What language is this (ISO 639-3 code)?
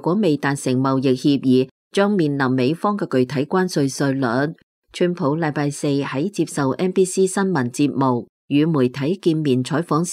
yue